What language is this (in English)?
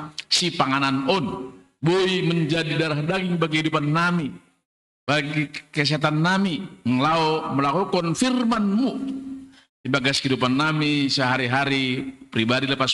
Batak Simalungun